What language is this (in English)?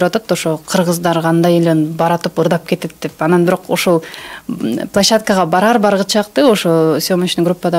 Kyrgyz